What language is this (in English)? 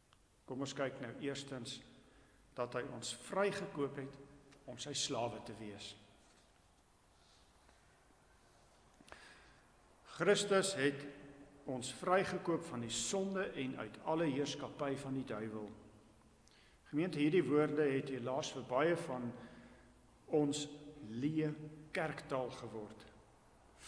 Afrikaans